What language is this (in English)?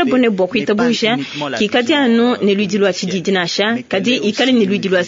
Luba-Lulua